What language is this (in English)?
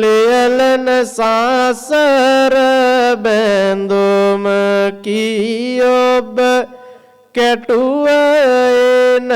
Sinhala